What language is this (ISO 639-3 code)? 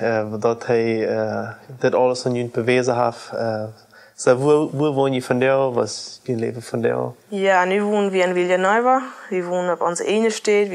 pdt